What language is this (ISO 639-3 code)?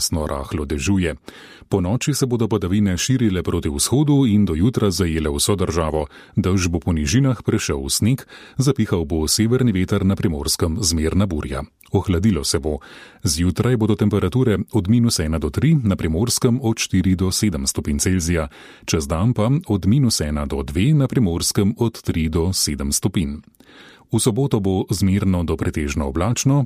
slv